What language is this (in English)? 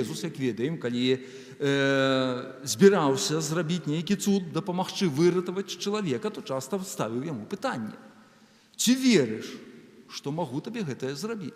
Belarusian